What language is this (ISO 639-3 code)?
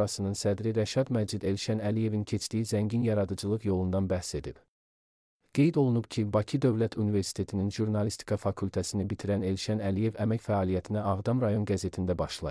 aze